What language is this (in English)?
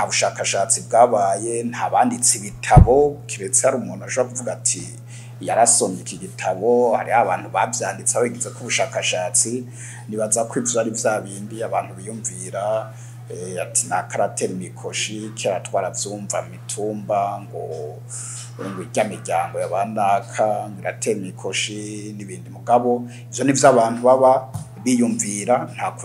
Rundi